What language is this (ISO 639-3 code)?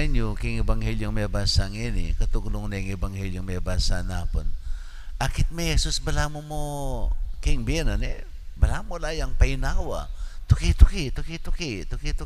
pam